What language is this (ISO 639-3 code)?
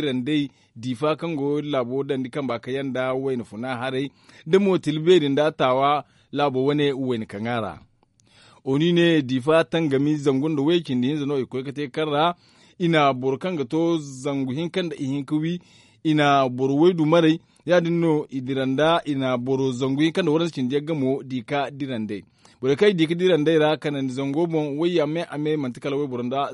dje